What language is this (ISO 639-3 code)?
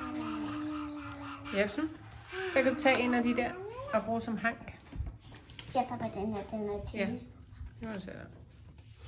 dan